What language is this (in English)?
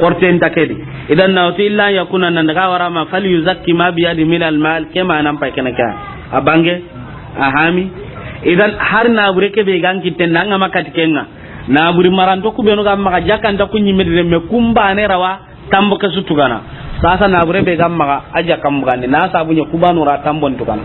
Soninke